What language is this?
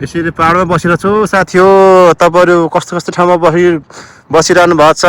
Nepali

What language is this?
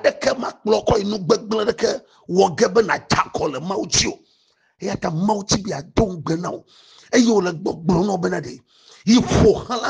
Ewe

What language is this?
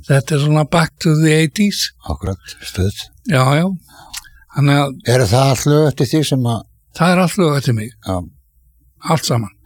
Icelandic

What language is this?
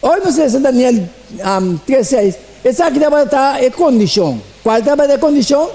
Papiamento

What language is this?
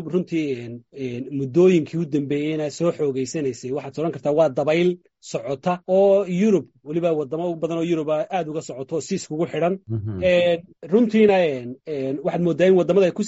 Somali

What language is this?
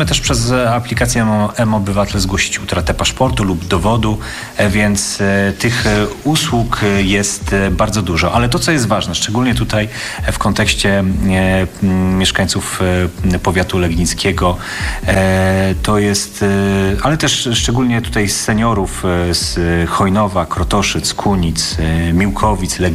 Polish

